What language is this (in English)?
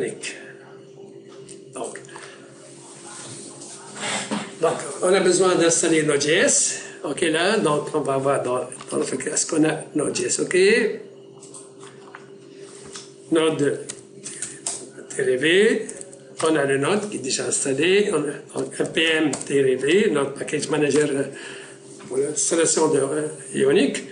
French